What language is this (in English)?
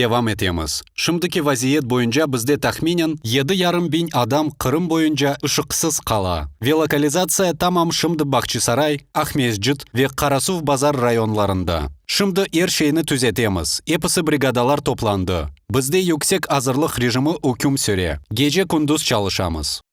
Crimean Tatar